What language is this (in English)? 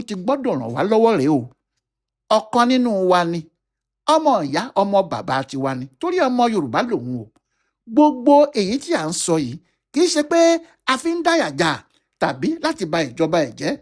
Yoruba